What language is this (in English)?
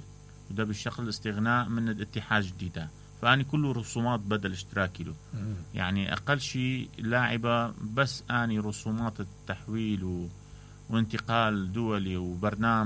Mesopotamian Arabic